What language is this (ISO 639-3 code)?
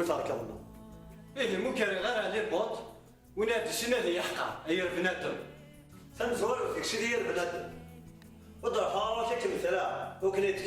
kab